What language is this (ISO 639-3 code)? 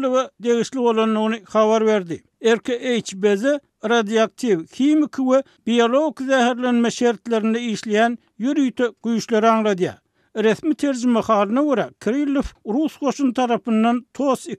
tuk